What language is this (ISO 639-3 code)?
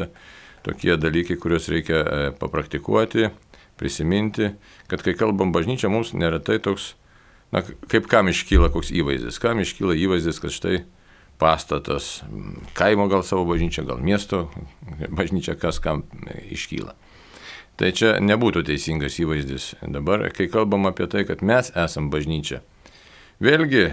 lit